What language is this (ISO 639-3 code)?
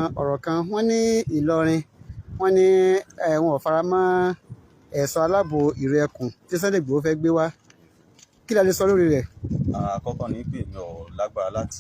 yor